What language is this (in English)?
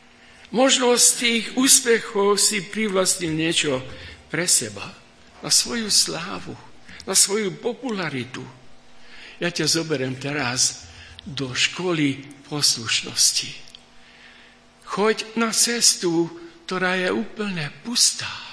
Slovak